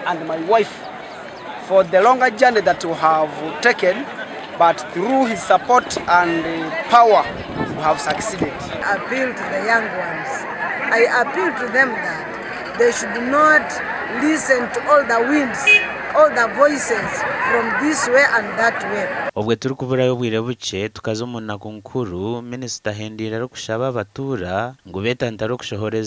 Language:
Nyankole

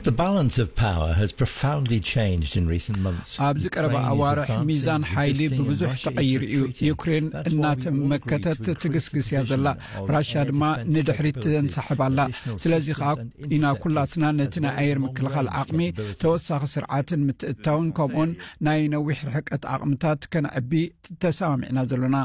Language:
Tigrinya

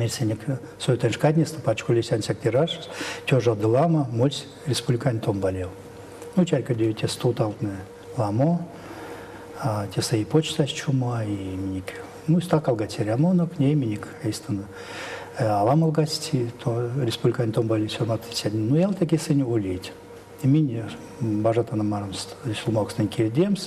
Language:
Erzya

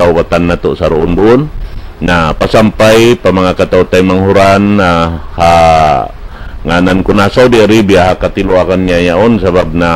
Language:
Tausug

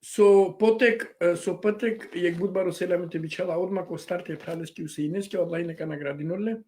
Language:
Balkan Romani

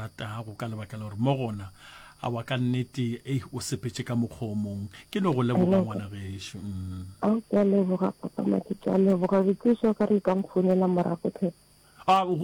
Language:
Northern Sotho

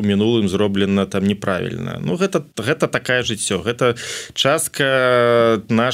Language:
Belarusian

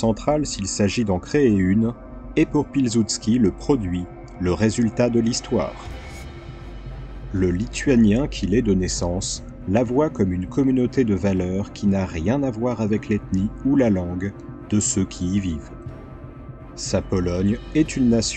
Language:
French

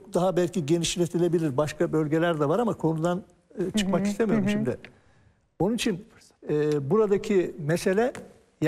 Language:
Turkish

